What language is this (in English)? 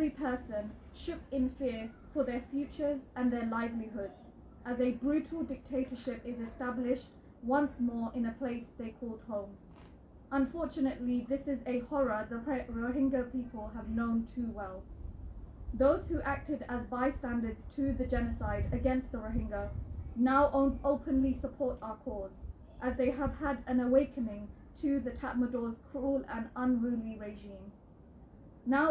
Rohingya